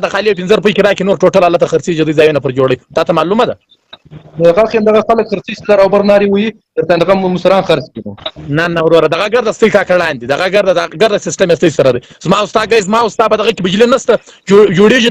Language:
Pashto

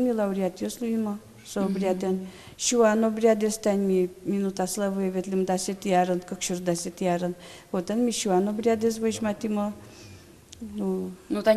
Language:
Udmurt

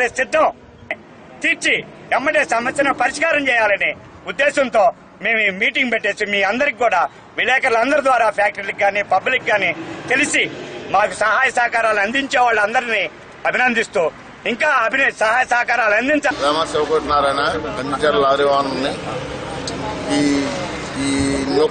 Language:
Telugu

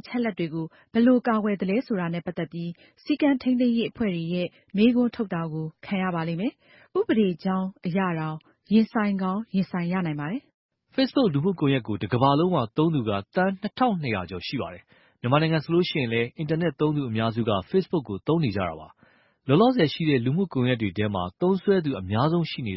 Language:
Burmese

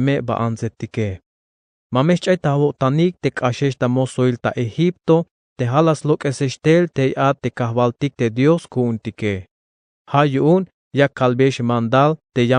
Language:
Tzeltal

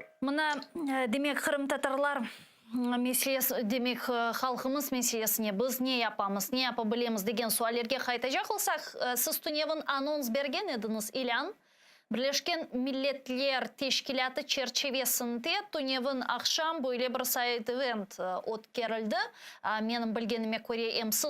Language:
Crimean Tatar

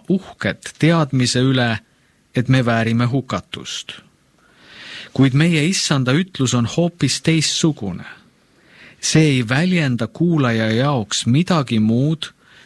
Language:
Estonian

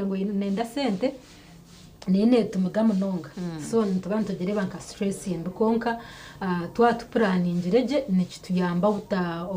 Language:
Nyankole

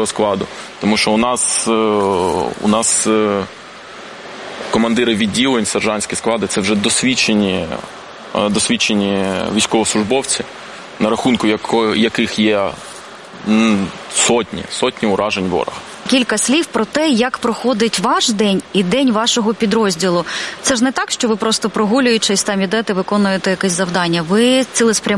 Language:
Ukrainian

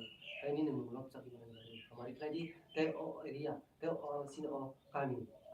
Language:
Kok Borok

